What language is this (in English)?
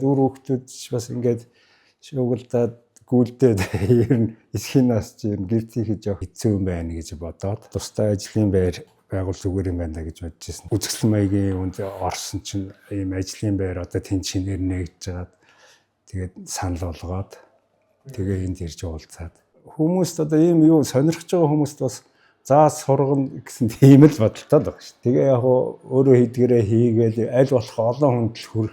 Mongolian